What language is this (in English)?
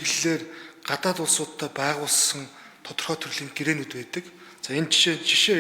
Mongolian